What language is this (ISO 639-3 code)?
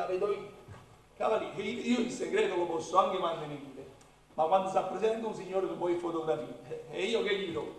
nap